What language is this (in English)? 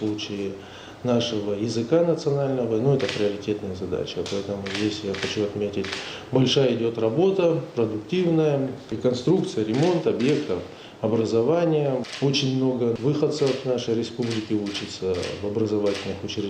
Ossetic